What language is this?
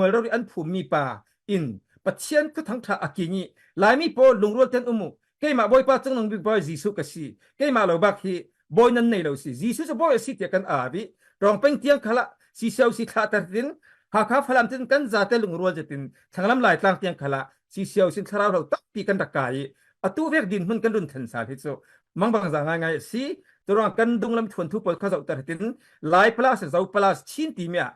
Falam Chin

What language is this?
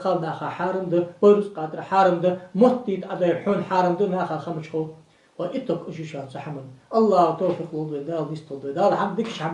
Ingush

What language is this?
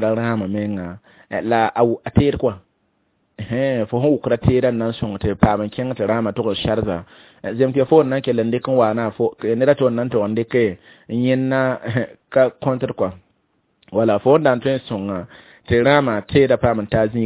Mossi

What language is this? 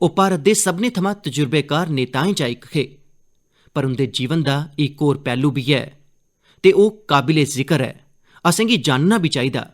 Dogri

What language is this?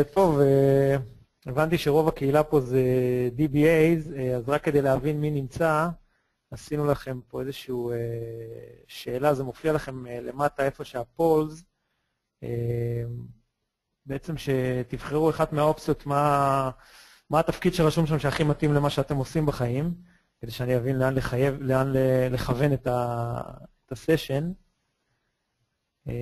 Hebrew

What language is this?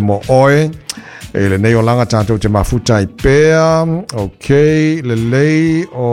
Samoan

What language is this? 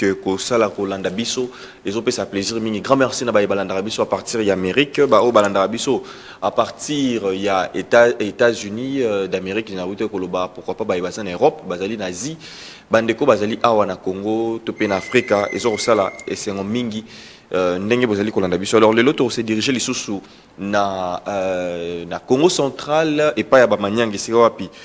Lingala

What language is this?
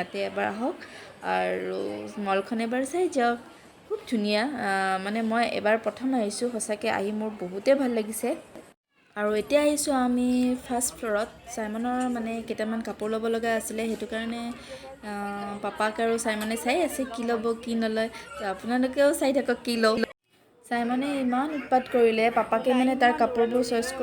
Assamese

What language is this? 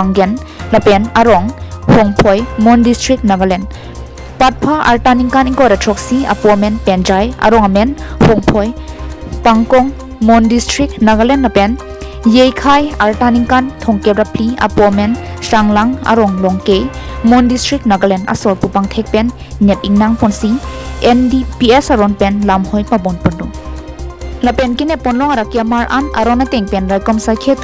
Karbi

